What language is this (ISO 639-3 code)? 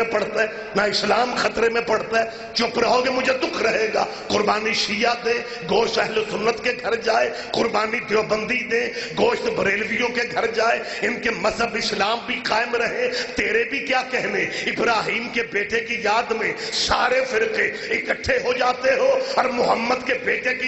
urd